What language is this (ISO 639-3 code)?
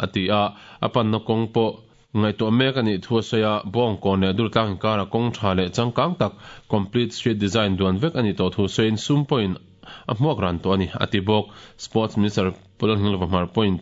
lus